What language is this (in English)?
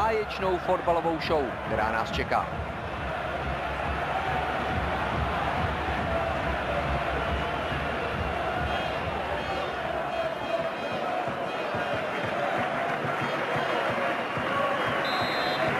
Czech